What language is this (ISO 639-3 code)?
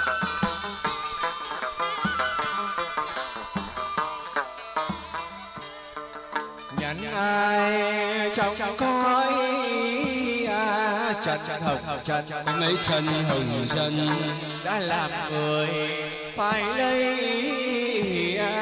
vie